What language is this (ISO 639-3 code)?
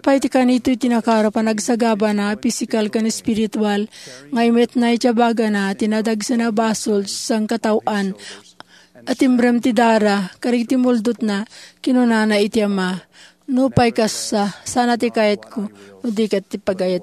ilo